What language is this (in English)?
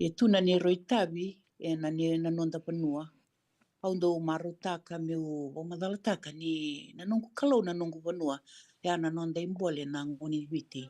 Fijian